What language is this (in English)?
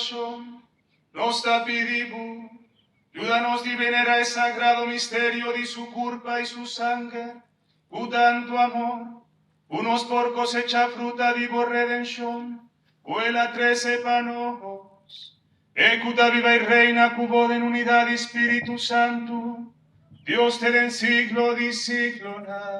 Papiamento